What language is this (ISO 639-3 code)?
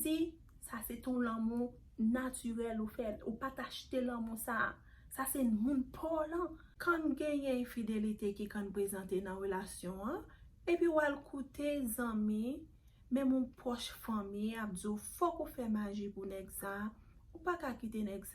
hat